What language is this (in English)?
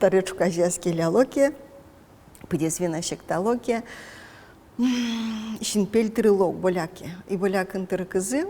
Udmurt